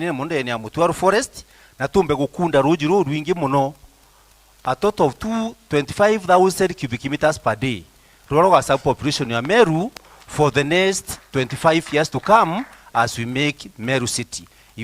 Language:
Meru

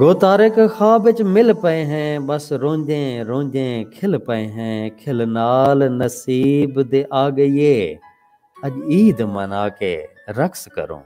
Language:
Saraiki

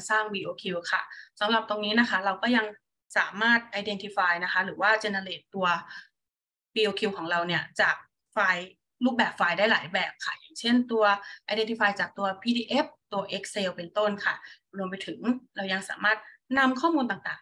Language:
Thai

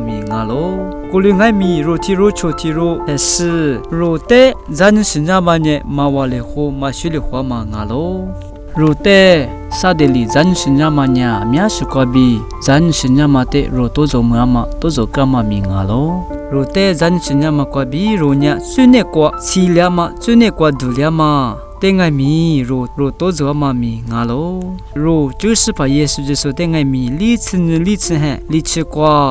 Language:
Lisu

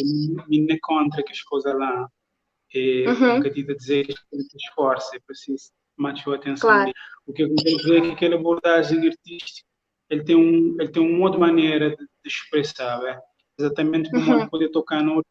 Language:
Kabuverdianu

